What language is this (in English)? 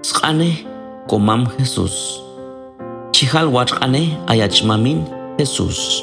Q'anjob'al